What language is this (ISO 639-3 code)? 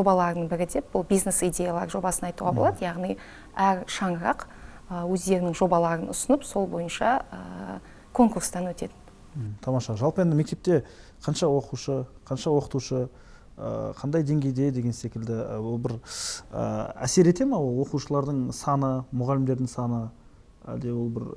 kaz